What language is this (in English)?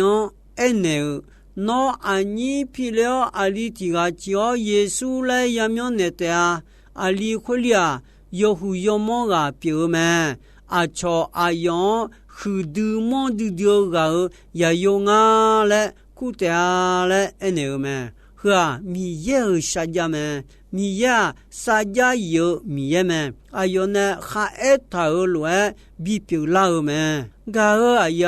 Akha